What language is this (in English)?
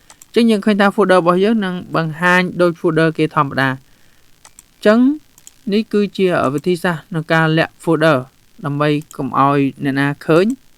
Khmer